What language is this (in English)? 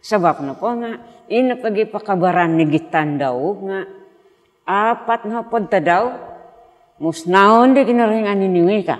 Central Dusun